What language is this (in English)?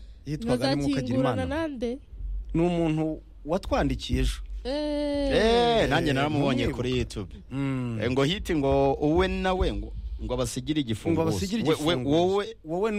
Kinyarwanda